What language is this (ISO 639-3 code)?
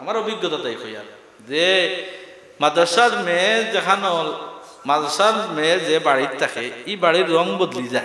syl